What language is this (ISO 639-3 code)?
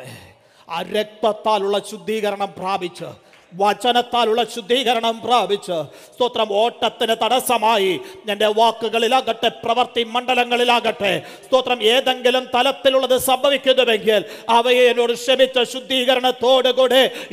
mal